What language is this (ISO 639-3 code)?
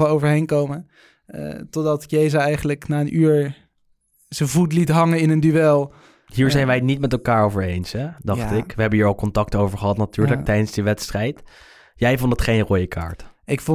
nld